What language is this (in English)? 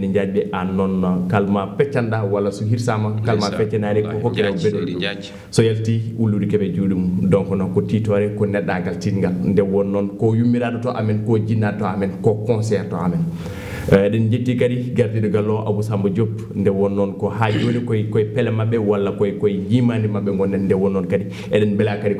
Fula